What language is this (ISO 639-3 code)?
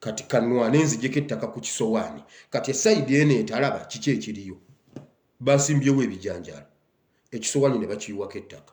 lug